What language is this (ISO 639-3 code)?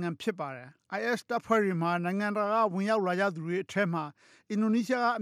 mya